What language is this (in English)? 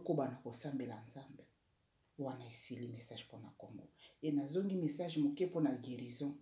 Lingala